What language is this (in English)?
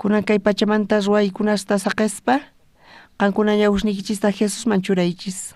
South Bolivian Quechua